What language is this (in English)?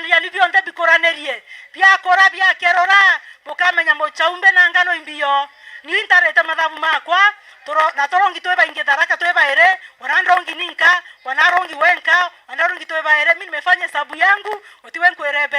Meru